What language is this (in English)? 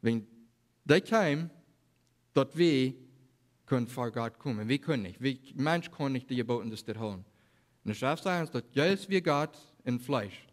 Plautdietsch